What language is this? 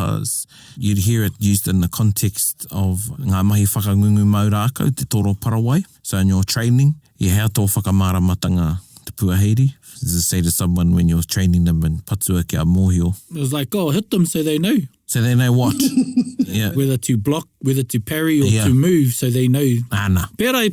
Māori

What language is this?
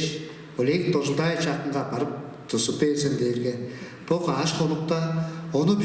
Tuvinian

